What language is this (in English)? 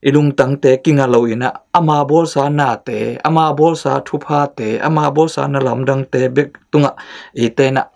Tedim Chin